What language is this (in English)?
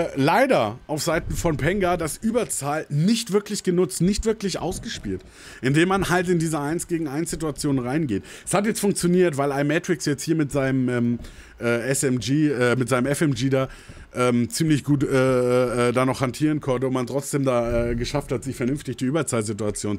German